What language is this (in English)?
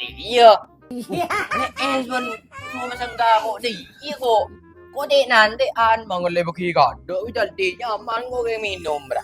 Madurese